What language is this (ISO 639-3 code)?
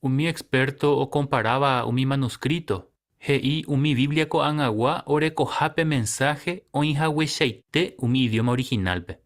grn